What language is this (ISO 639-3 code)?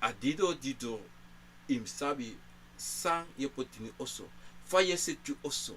srn